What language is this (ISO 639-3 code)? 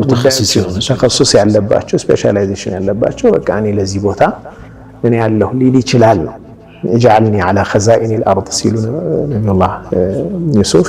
amh